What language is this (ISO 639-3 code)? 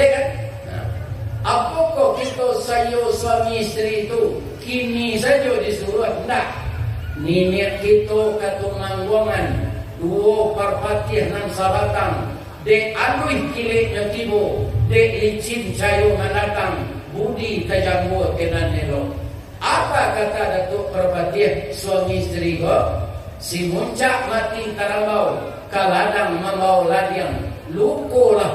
min